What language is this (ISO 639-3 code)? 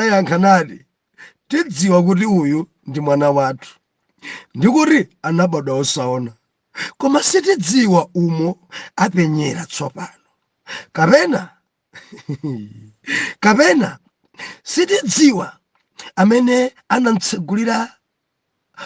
nya